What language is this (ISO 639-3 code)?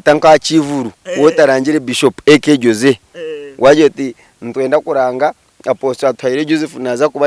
nyn